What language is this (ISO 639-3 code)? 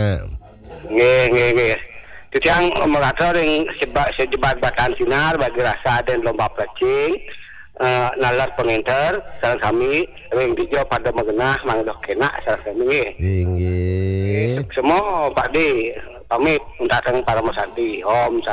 ban